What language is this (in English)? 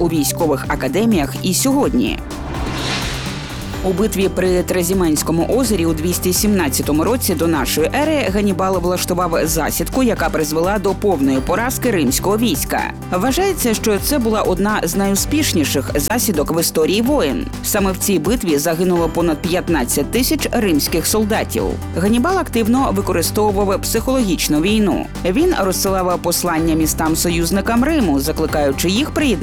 Ukrainian